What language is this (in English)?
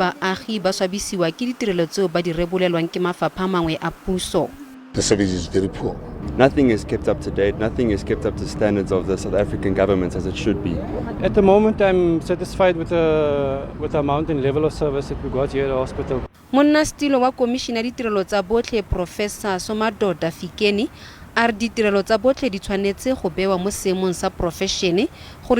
Tswana